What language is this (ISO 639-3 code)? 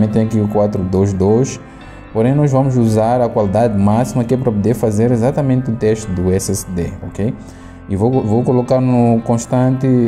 por